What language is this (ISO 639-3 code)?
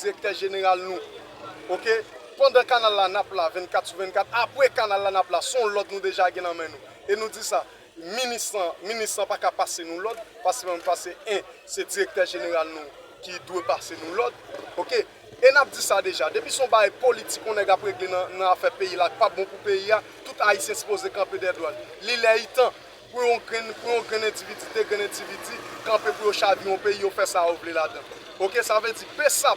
hat